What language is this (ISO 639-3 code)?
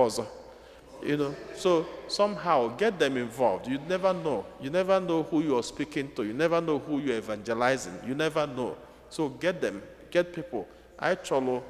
ibo